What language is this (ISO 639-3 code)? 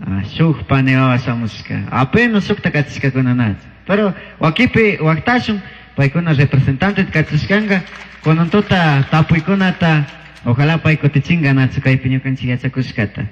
qug